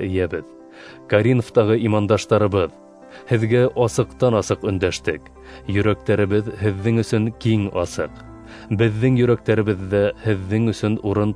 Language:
Bashkir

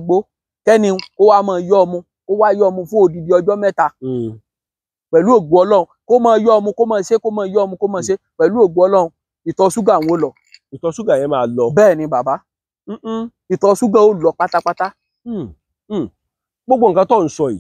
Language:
Yoruba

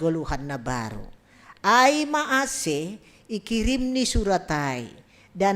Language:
Batak Simalungun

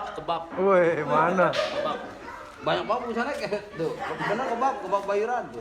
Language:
Betawi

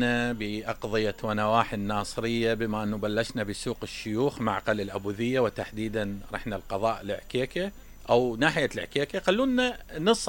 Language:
Mesopotamian Arabic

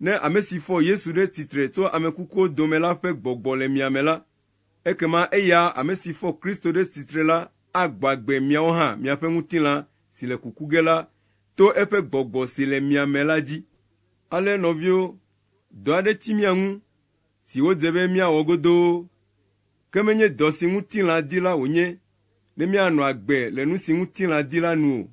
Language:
Ewe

